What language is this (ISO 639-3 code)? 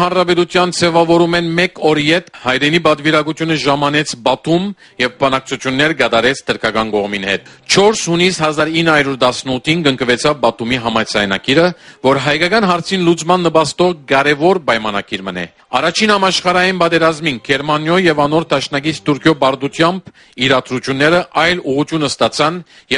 hyw